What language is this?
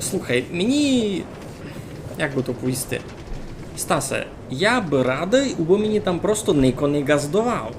Rusyn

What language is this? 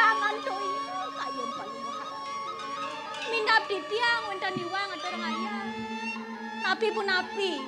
Balinese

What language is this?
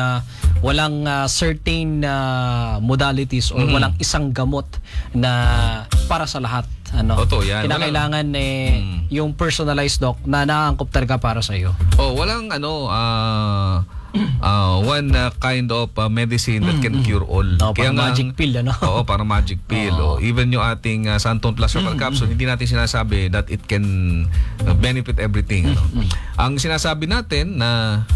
Filipino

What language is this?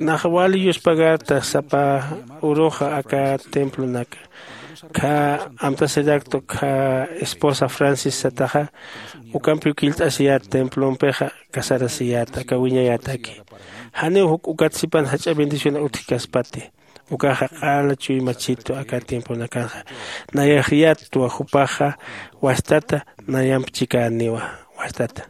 Aymara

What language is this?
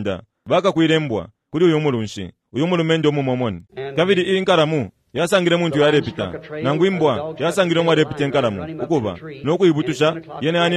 Bemba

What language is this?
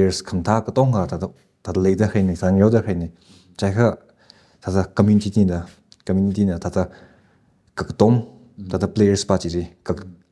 Tangkhul Naga (India)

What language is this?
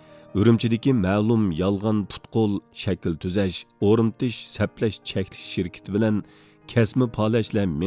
Uyghur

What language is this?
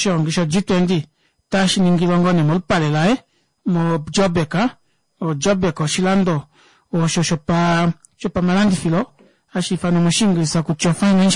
Kuanyama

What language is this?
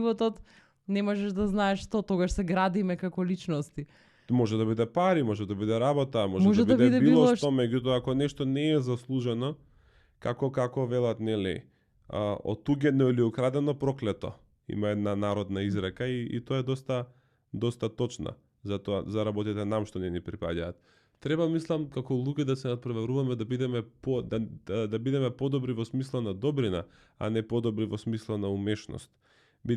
Macedonian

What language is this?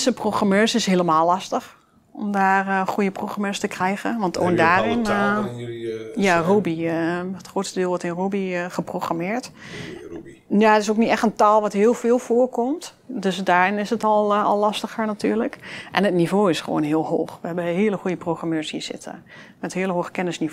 Dutch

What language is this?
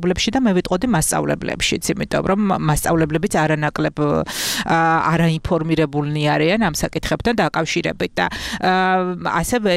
Georgian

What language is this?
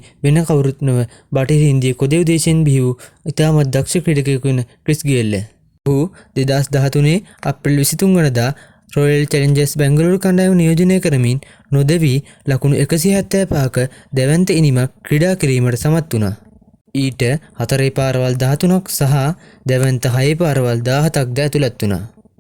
Sinhala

